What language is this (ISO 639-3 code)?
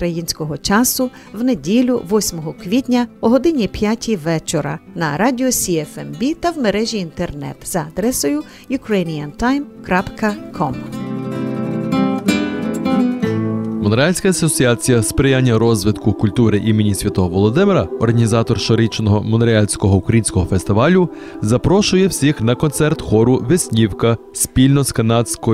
ukr